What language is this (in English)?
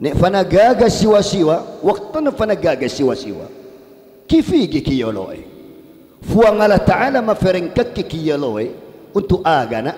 Madurese